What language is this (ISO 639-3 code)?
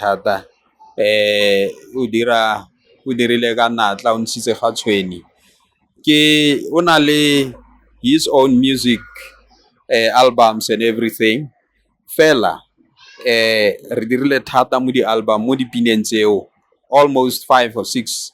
tsn